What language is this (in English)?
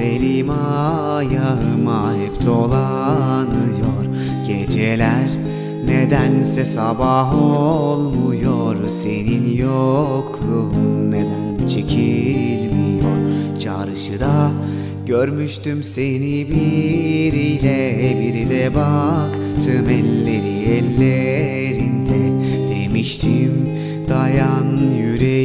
Turkish